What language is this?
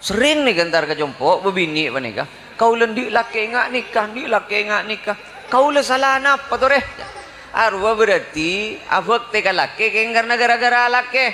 Madurese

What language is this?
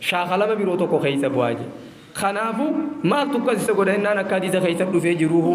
Oromo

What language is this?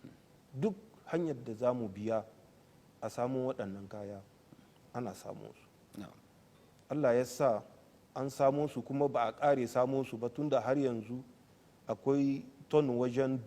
Hausa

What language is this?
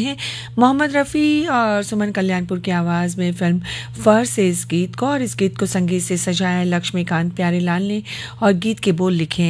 Hindi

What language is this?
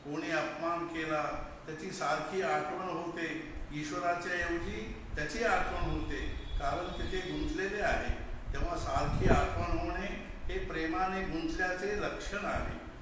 Marathi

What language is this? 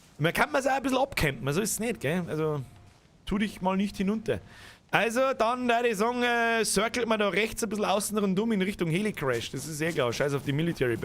Bavarian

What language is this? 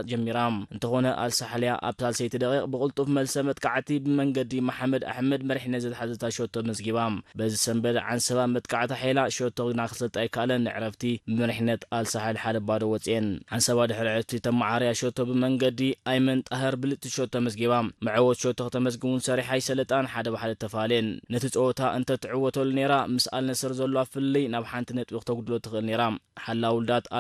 Tigrinya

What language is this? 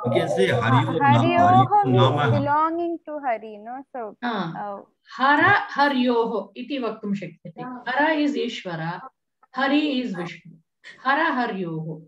Sanskrit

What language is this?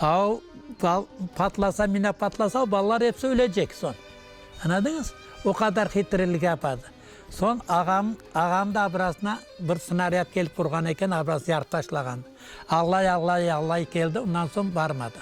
Crimean Tatar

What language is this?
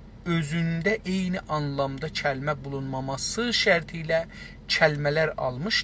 South Azerbaijani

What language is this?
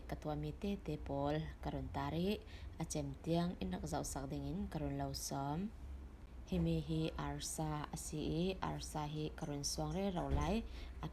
Falam Chin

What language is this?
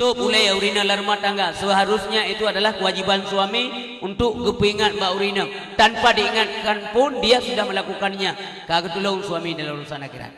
Achinese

